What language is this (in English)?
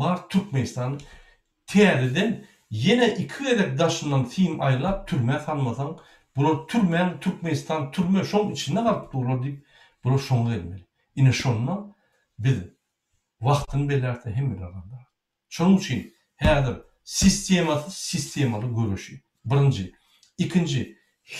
Turkmen